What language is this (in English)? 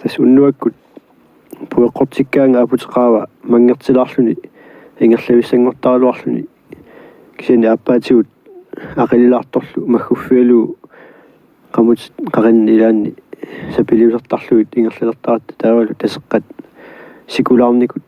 Kalaallisut